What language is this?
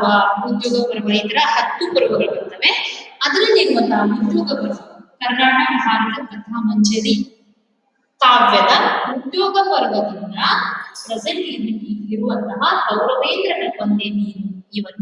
Kannada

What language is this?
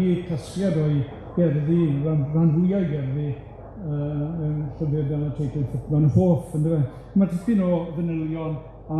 Welsh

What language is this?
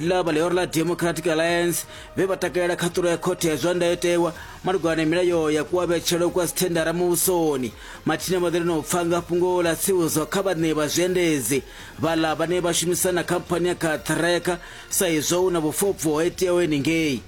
Venda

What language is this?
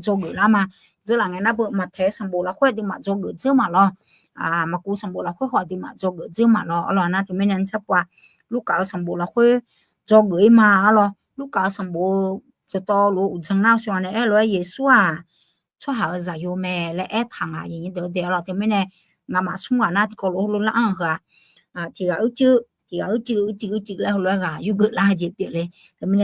Akha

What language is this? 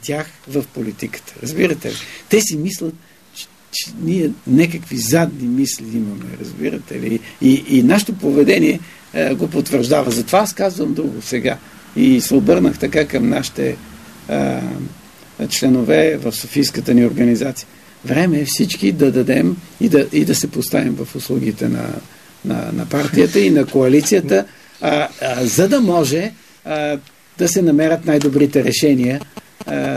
Bulgarian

